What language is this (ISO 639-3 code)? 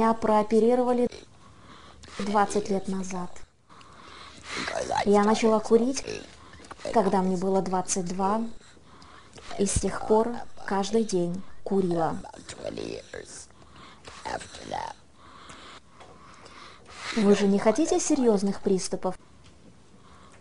rus